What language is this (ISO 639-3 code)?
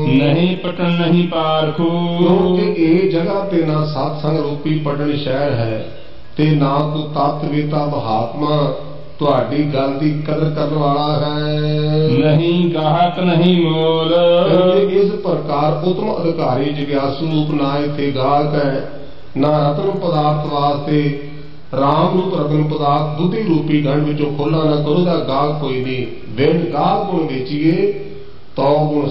pan